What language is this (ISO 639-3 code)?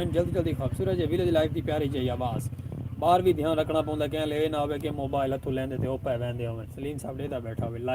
skr